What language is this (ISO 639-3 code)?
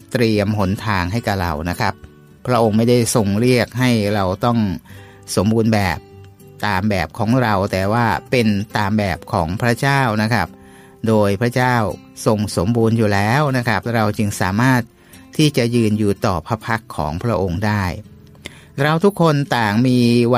tha